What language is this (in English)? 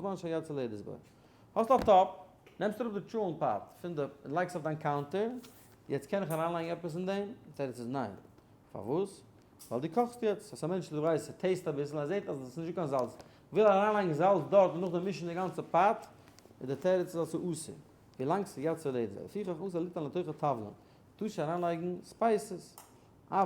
Yiddish